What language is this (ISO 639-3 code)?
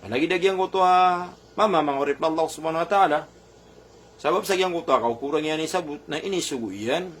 mrw